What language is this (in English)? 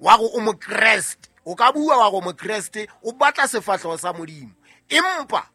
Southern Sotho